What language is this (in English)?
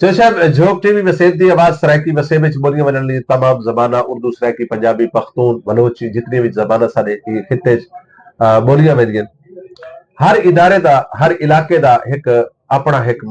Saraiki